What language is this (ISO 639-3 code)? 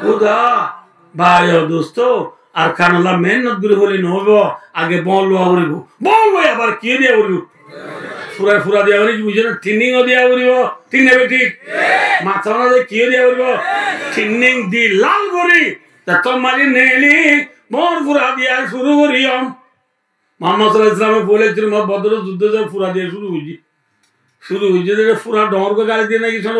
rhg